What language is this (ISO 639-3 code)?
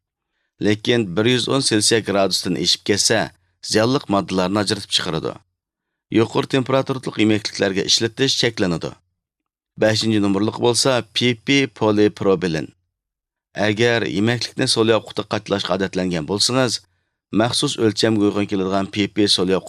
uig